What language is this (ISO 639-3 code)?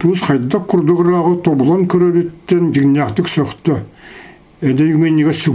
sah